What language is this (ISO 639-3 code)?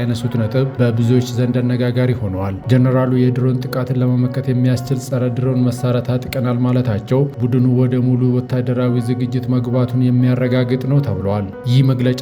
amh